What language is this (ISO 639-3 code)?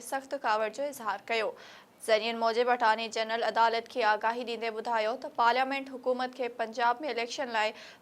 snd